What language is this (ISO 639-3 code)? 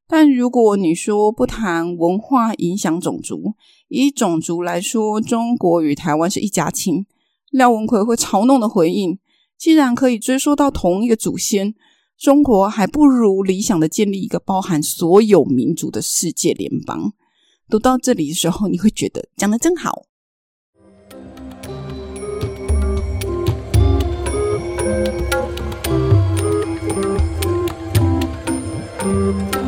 zho